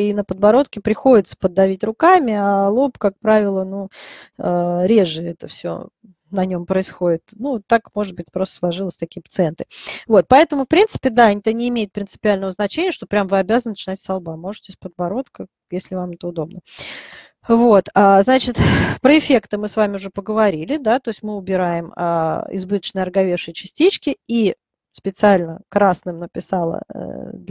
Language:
Russian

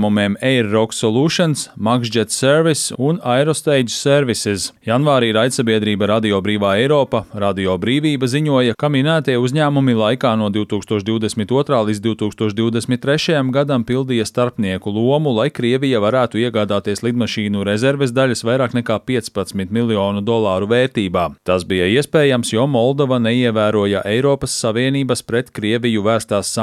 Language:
Latvian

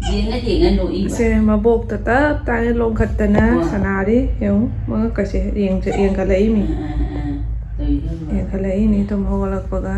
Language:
Manipuri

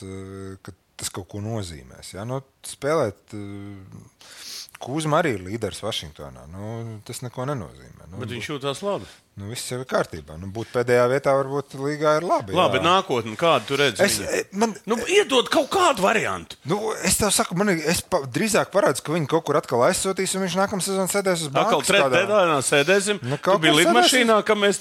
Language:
Latvian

